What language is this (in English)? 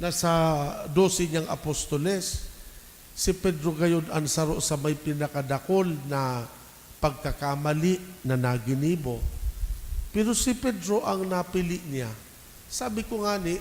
Bikol